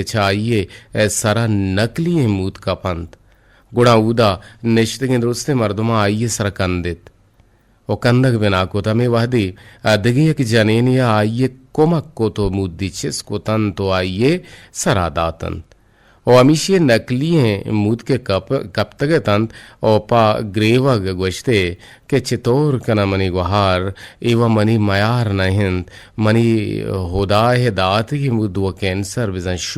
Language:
Eastern Balochi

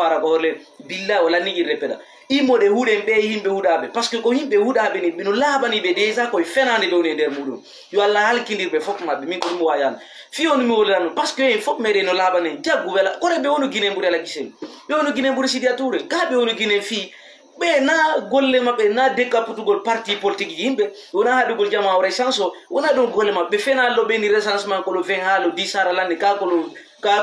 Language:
Fula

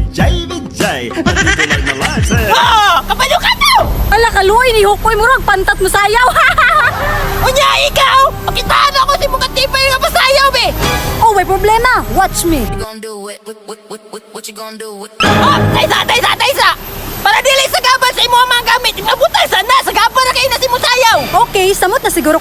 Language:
Cebuano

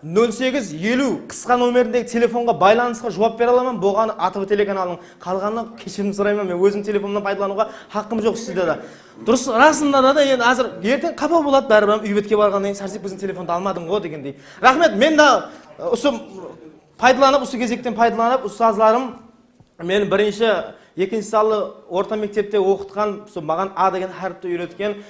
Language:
Kara-Kalpak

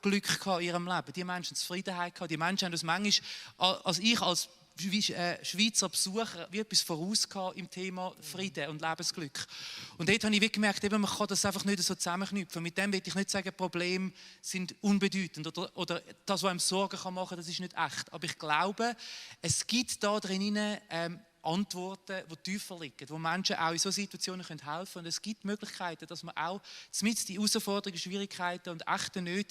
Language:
Swiss German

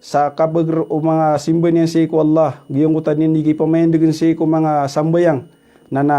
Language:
Maranao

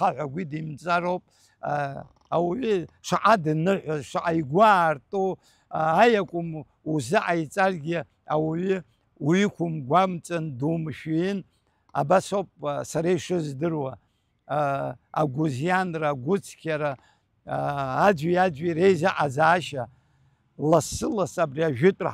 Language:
Abkhazian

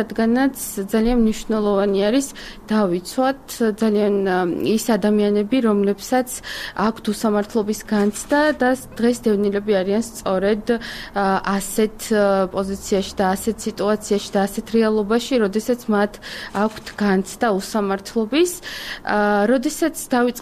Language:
Georgian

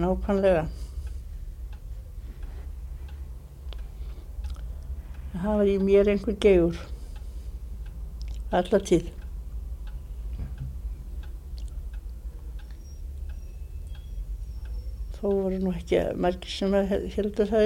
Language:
Icelandic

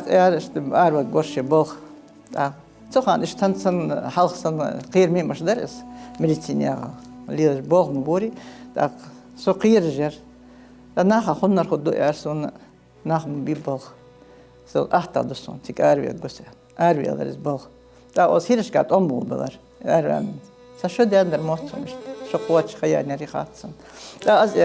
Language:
Ingush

